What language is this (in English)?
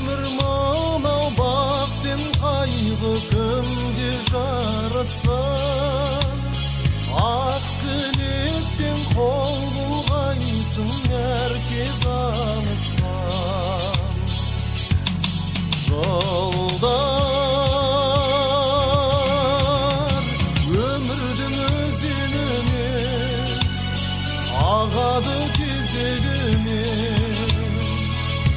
Kazakh